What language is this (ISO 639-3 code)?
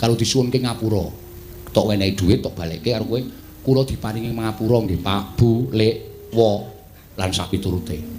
jav